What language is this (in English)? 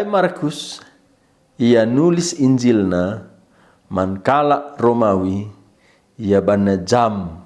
Batak Karo